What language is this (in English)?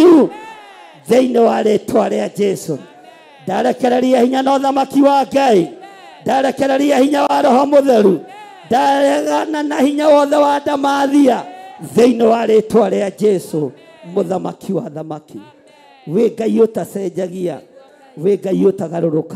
Kikuyu